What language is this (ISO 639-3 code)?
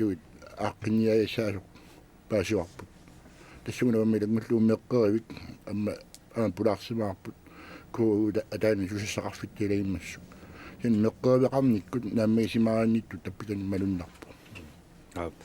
kal